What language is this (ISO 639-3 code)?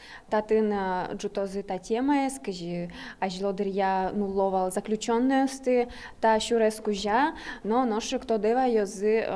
udm